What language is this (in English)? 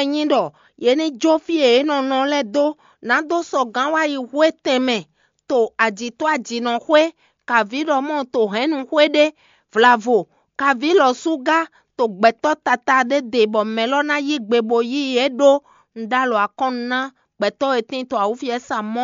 Fon